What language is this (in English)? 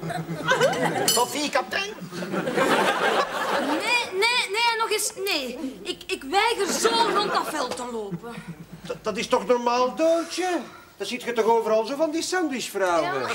Dutch